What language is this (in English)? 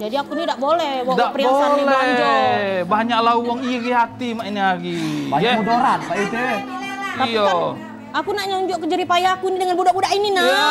Musi